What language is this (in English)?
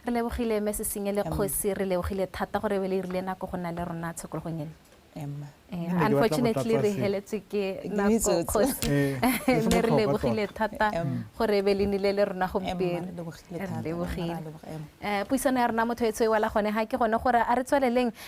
Tswana